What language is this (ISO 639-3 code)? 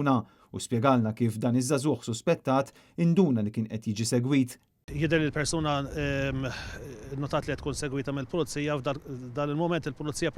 mlt